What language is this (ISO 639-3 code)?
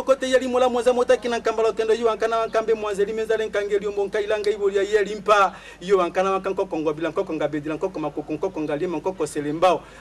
lin